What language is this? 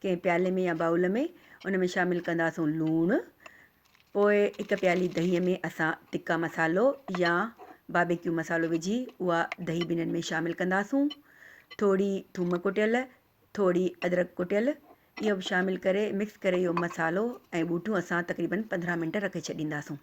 Sindhi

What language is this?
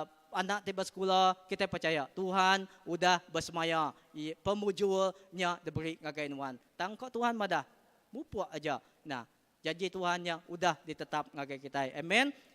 Iban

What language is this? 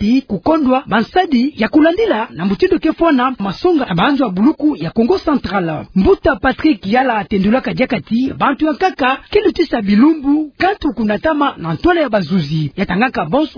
Kituba (Democratic Republic of Congo)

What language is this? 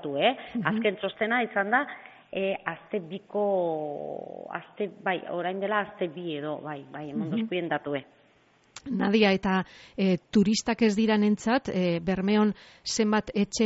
Basque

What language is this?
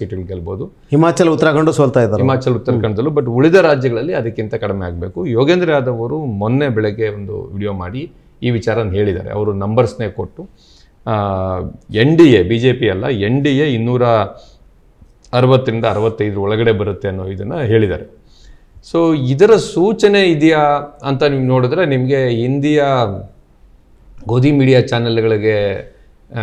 Kannada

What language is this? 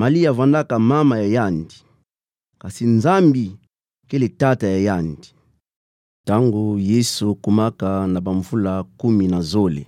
Kituba (Democratic Republic of Congo)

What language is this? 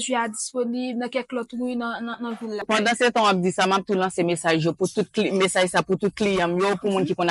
Haitian Creole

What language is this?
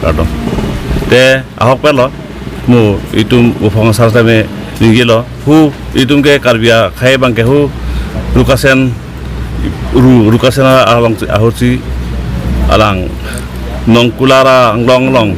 Karbi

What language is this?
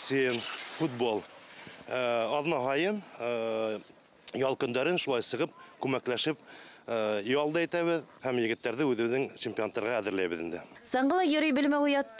Bashkir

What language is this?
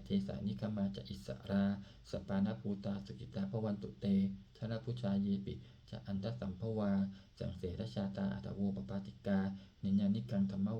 Pali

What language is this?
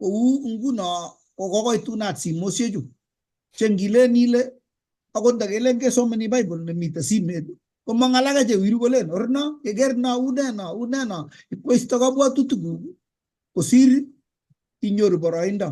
Kalenjin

